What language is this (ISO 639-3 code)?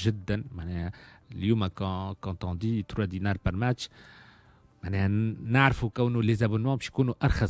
aeb